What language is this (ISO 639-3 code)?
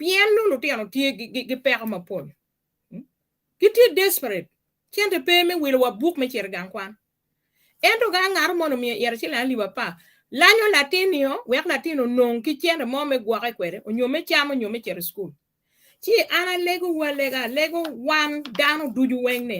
ach